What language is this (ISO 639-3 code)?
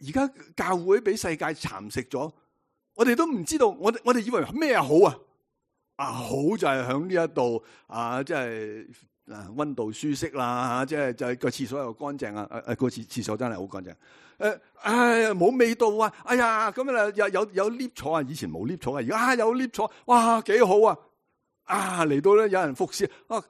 yue